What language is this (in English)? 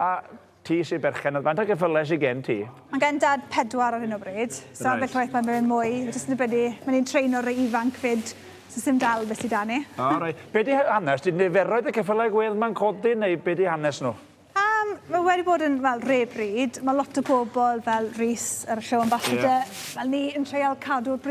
Welsh